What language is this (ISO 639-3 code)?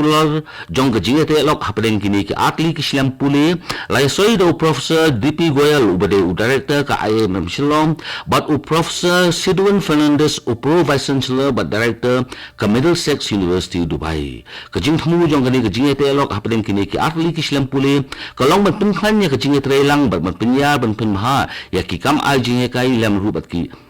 kha